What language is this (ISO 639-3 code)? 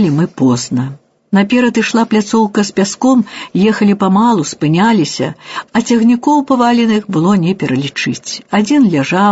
bel